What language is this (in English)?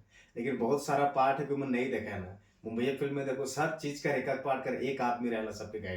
Sadri